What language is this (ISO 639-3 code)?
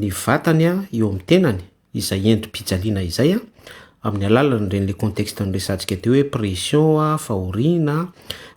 mlg